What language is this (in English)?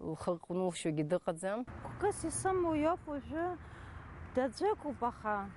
Abkhazian